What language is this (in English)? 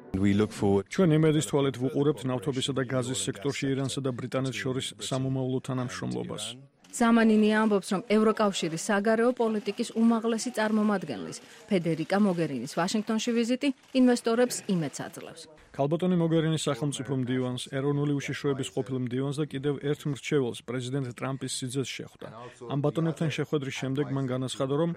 Georgian